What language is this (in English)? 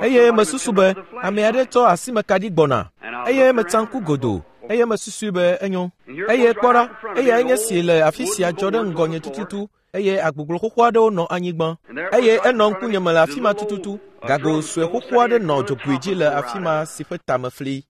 Ewe